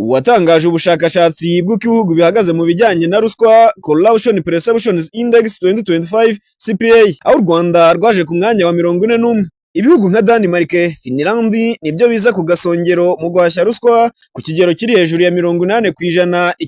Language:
Kinyarwanda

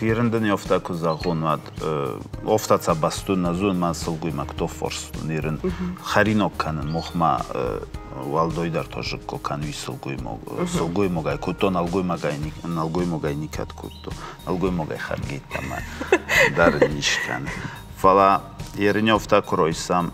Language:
Ossetic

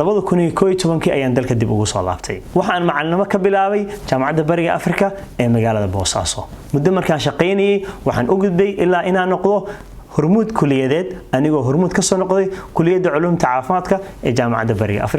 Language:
Somali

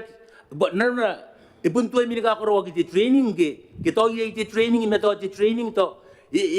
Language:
Gilbertese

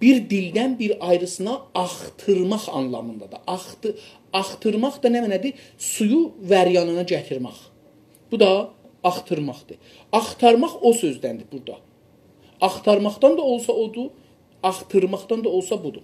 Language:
South Azerbaijani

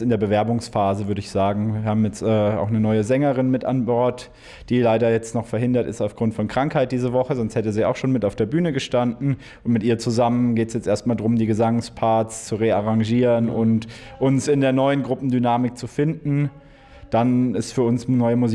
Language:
German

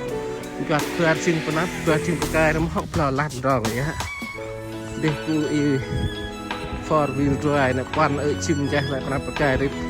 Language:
Central Mnong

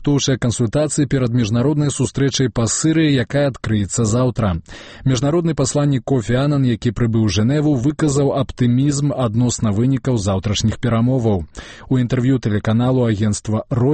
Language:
Belarusian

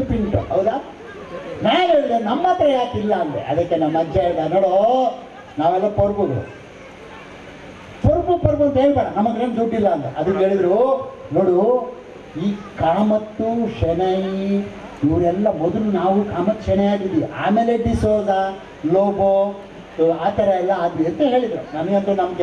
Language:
Kannada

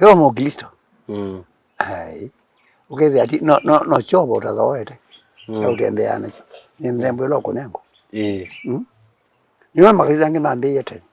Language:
Kamba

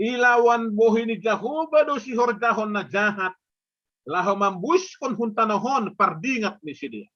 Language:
Batak Simalungun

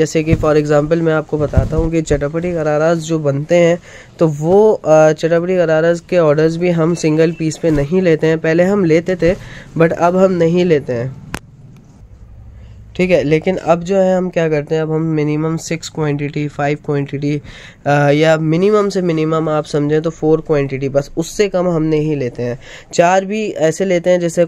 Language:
Hindi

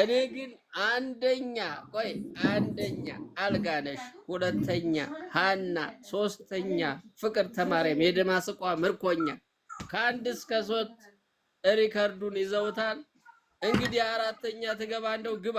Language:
Amharic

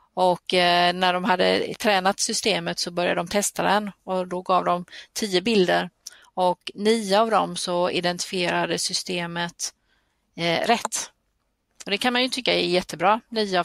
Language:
Swedish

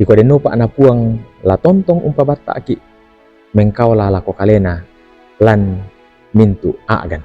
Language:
Toraja-Sa'dan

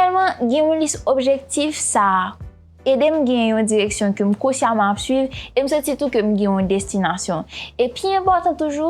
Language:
Haitian Creole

